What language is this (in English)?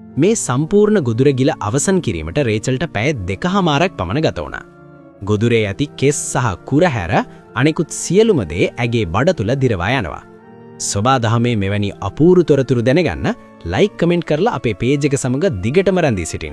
Sinhala